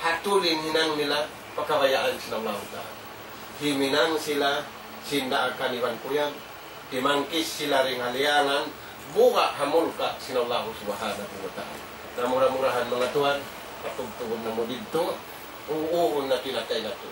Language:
Tausug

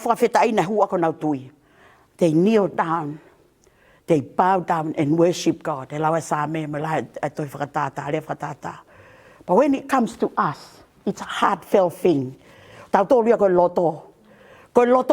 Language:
Tongan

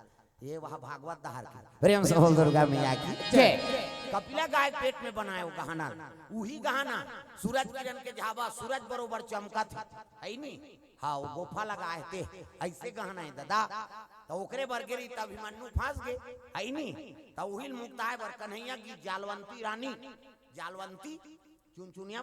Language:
Chhattisgarhi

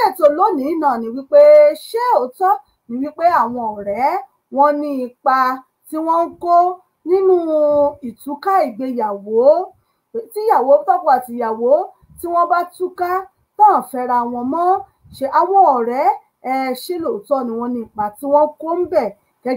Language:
Yoruba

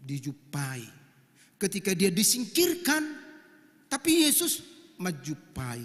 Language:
Batak Toba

